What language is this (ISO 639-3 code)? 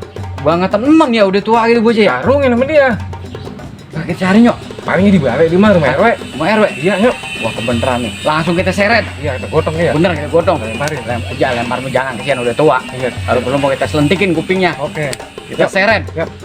bew